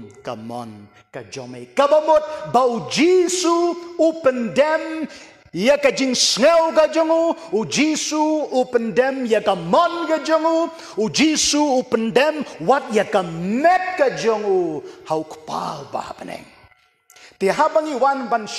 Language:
Khasi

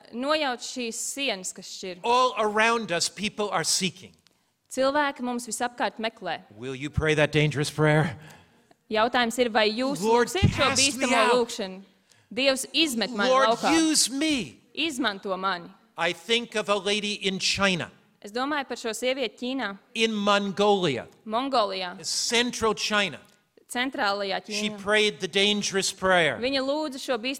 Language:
Latvian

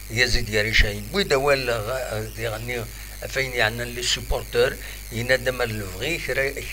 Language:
Kabyle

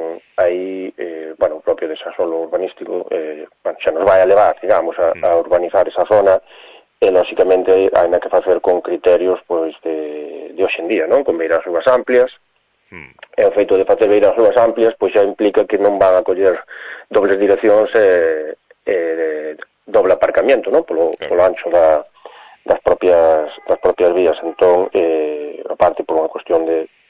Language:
Galician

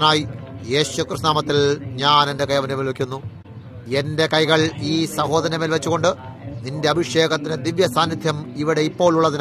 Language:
Malayalam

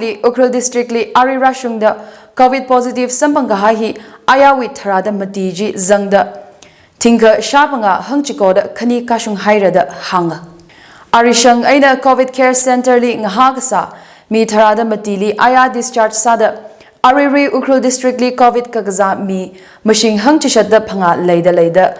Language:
Tangkhul Naga (India)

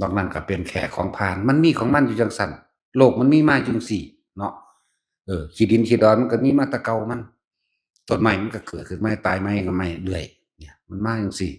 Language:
Northeastern Thai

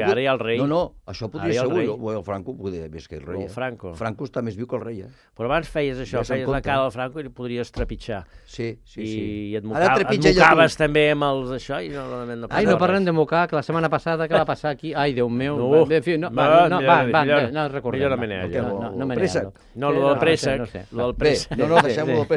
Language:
Catalan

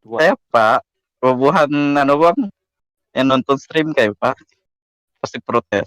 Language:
Banjar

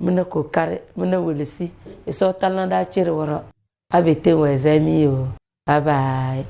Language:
Tem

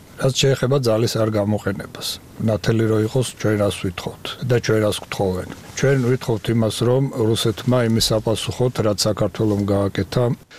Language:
Georgian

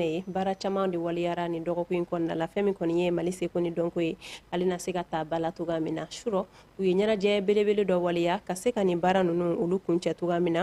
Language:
Bambara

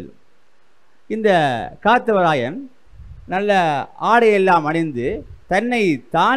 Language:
Tamil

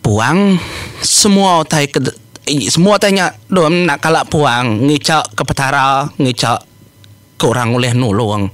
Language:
Iban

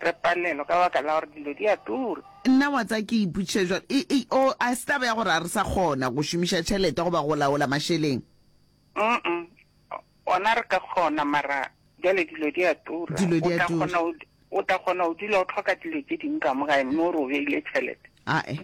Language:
Northern Sotho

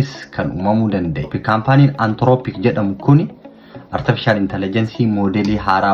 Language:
Oromo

